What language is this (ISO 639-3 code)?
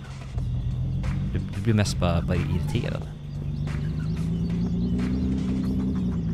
swe